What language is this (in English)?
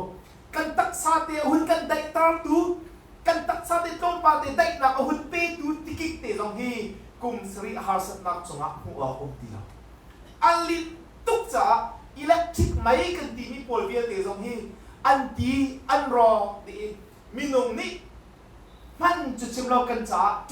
Hakha Chin